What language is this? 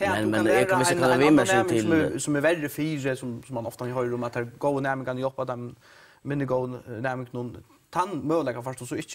Faroese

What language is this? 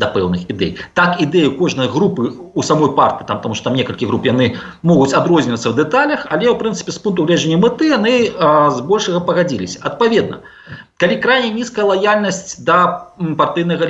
Belarusian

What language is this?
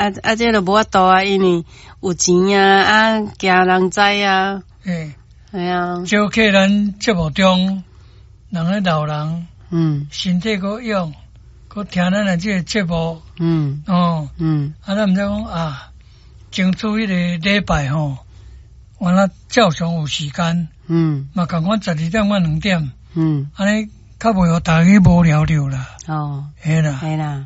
Min Nan Chinese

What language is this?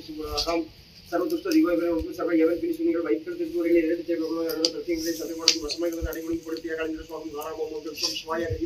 Tamil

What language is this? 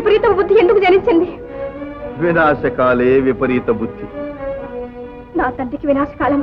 Telugu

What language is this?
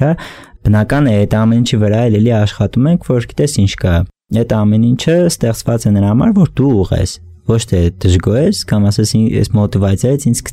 Armenian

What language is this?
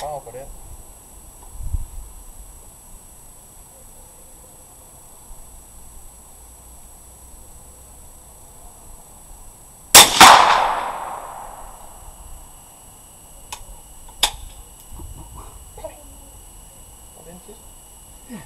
Danish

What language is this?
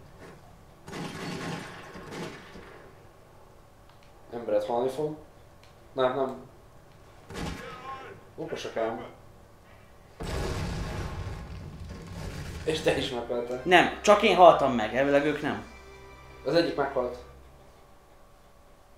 Hungarian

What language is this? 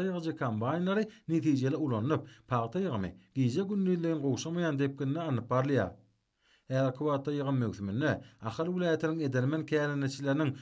Turkmen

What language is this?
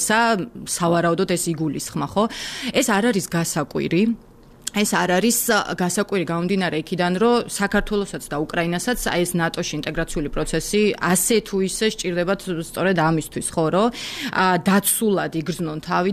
Georgian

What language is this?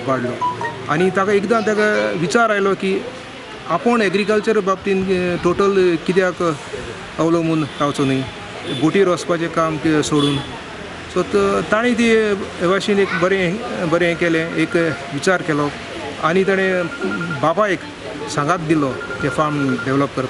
Konkani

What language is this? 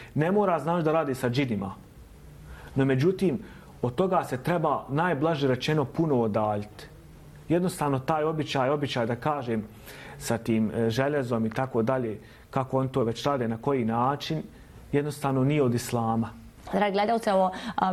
Bosnian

